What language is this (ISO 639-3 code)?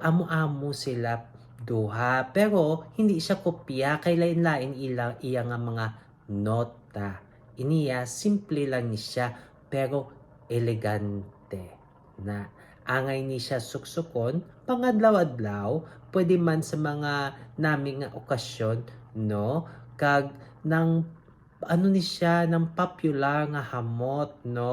hil